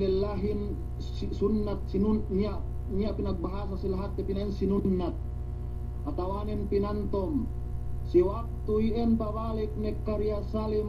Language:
Yakan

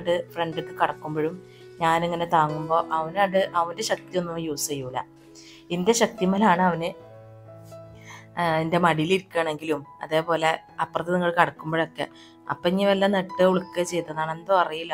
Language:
Malayalam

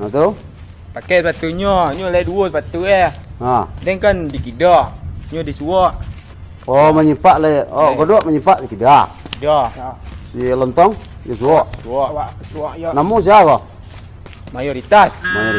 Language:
Minangkabau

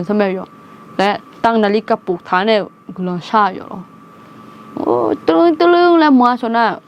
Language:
Akha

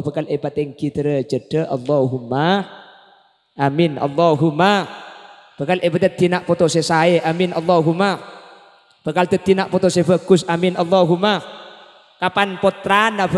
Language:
Madurese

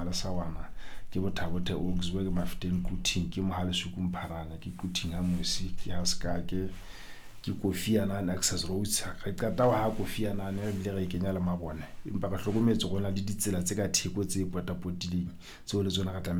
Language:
Southern Sotho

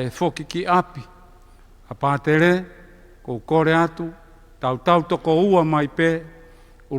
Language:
Tongan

